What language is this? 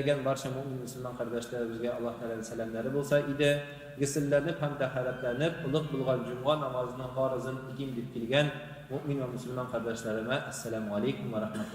Tatar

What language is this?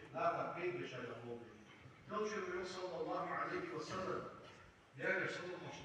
Ingush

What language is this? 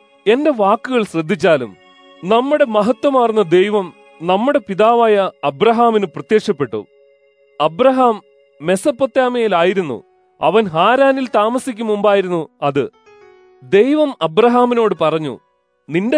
Malayalam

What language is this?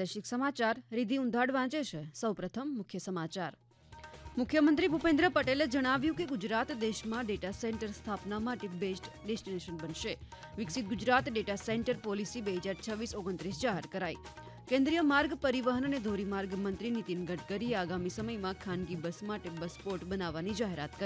Gujarati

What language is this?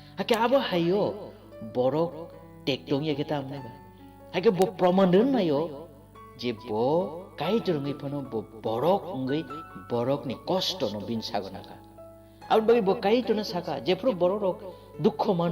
Kok Borok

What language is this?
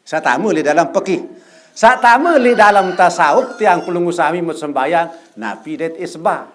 Sasak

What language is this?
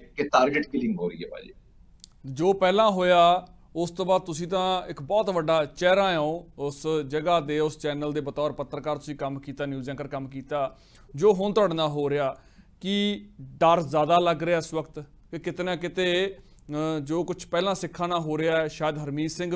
Punjabi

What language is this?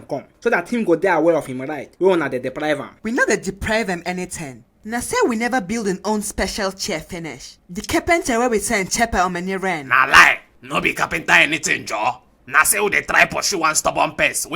Nigerian Pidgin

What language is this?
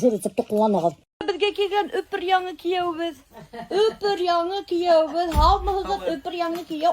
Bashkir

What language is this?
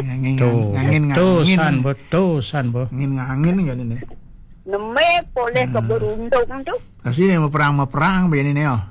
Balinese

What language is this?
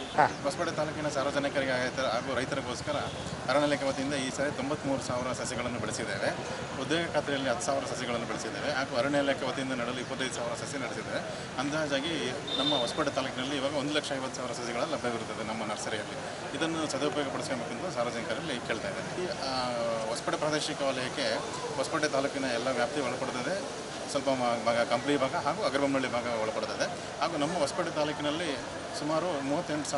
Kannada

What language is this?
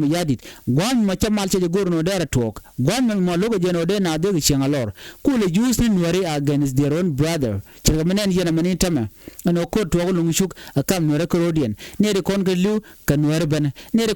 Nuer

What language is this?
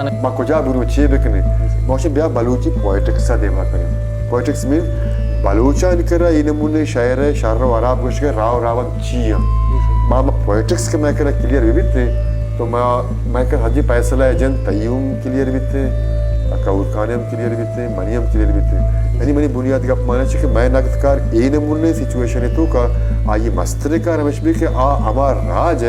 Baluchi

